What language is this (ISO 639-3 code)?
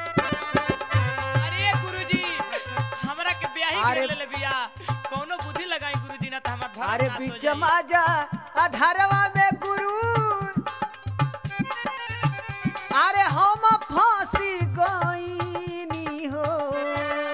bho